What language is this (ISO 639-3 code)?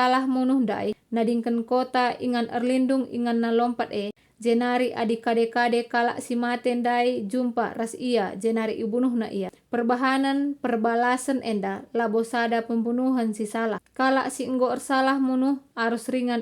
btx